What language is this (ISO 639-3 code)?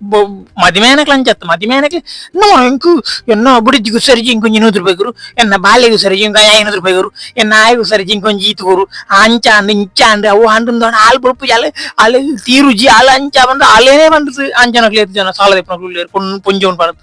tcy